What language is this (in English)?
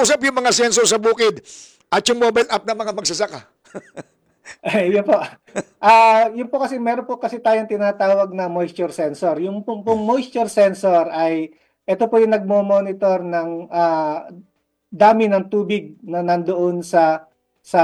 Filipino